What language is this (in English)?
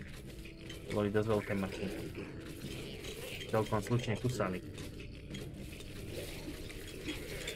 Slovak